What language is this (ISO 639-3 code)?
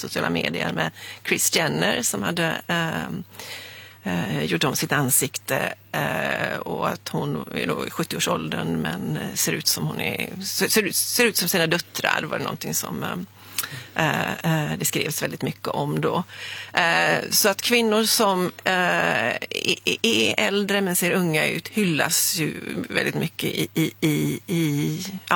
swe